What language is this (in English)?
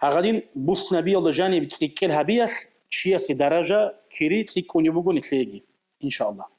Avaric